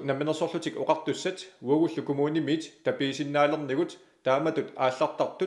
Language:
Kalaallisut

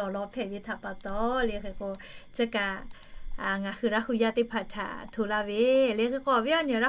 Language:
Lahu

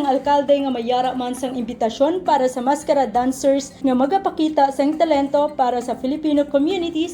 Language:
Hiligaynon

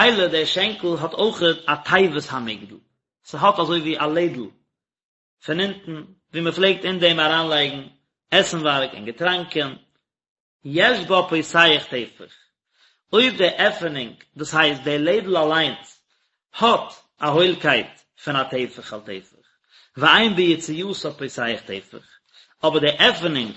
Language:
Yiddish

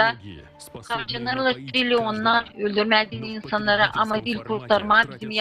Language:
Gagauz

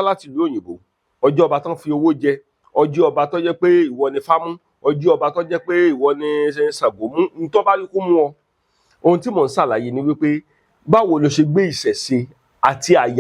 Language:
Yoruba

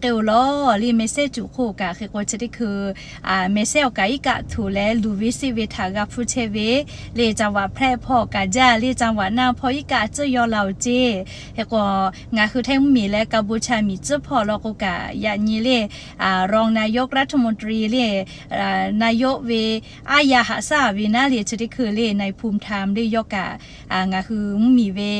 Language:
Lahu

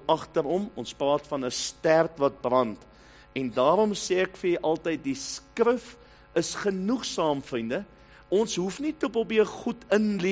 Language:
Afrikaans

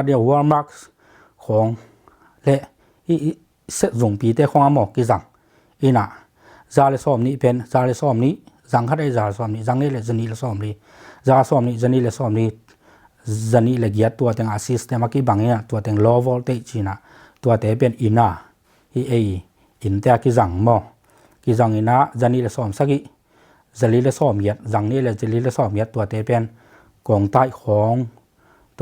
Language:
Tedim Chin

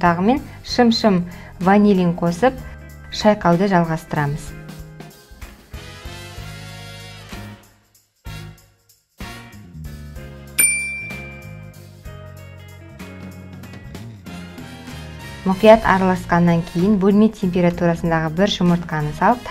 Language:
Kazakh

